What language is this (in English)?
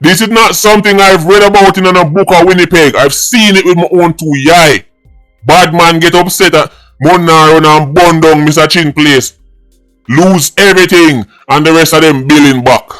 Jamaican Creole English